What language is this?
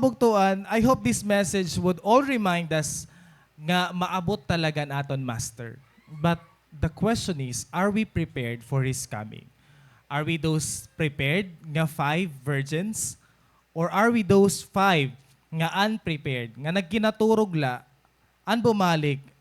Waray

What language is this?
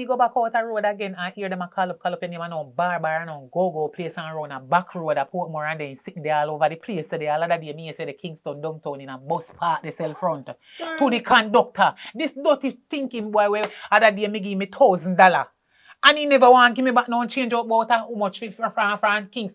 Jamaican Creole English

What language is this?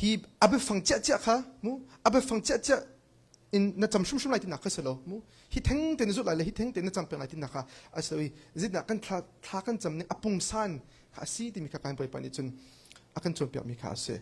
Hakha Chin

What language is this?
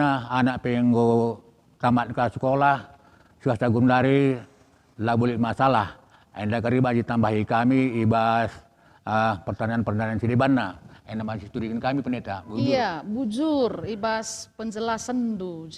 Batak Karo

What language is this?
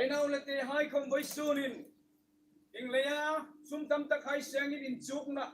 Hmar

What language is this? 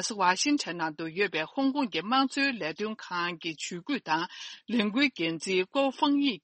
Tibetan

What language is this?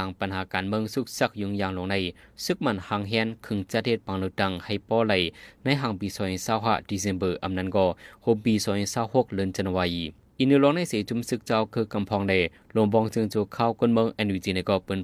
Shan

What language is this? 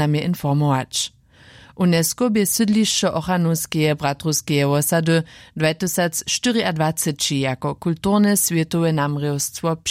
Upper Sorbian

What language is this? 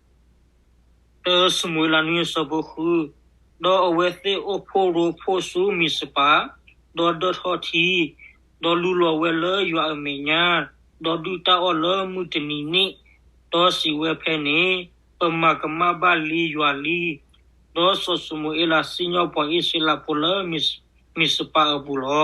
S'gaw Karen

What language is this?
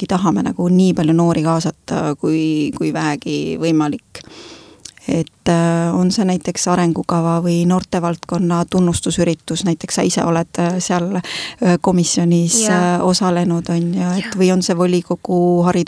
Estonian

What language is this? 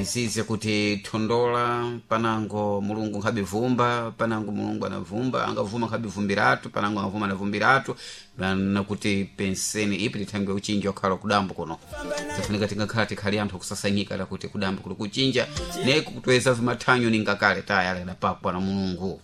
Sena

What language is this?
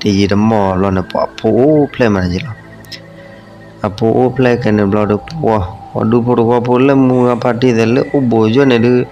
S'gaw Karen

